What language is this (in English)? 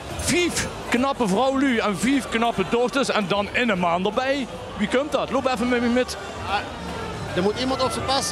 Limburgish